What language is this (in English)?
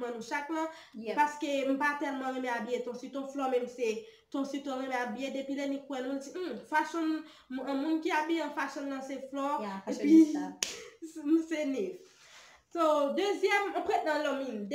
Haitian Creole